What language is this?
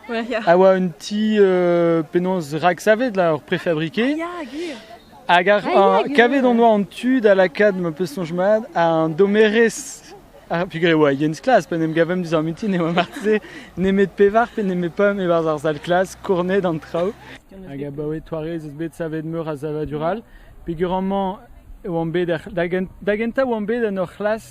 Breton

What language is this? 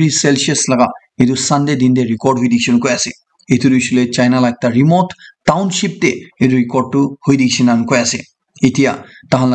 Naga Pidgin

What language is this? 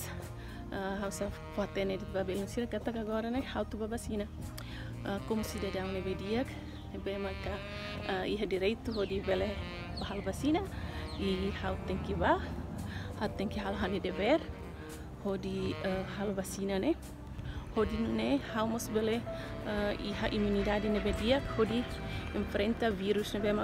Tetum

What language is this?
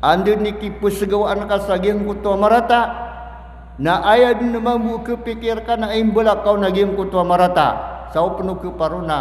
Maranao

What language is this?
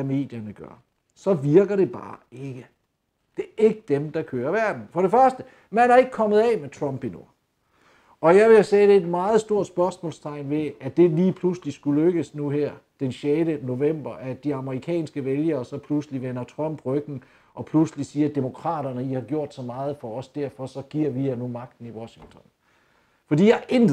Danish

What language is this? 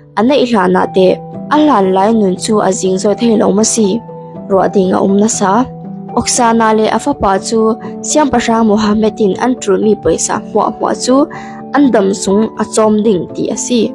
Falam Chin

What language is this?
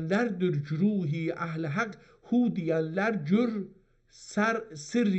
South Azerbaijani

